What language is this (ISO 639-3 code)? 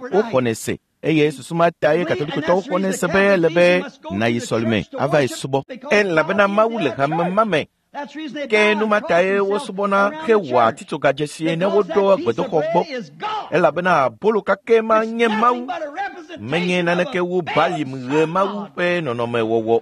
ewe